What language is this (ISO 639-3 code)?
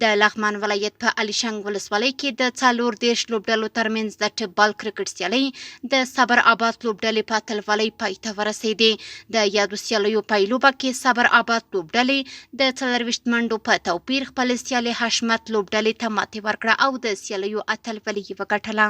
pus